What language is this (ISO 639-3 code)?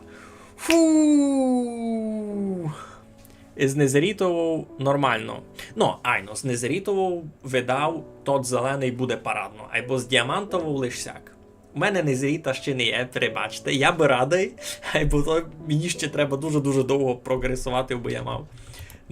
rue